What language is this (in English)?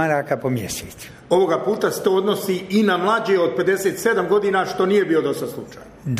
Bosnian